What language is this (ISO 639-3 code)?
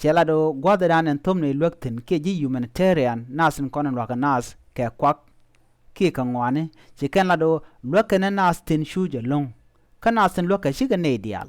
nus